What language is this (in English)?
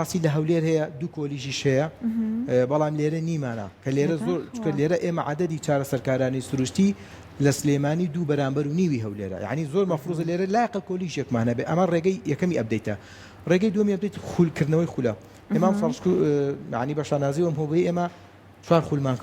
Central Kurdish